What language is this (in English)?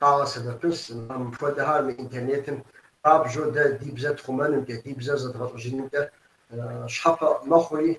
Kabardian